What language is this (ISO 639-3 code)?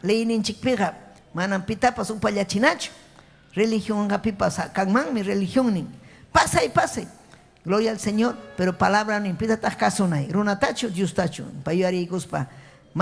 quy